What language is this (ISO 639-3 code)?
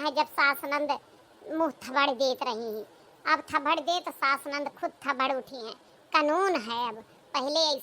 awa